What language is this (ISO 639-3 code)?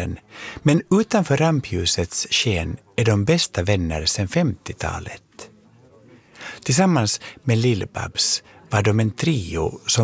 swe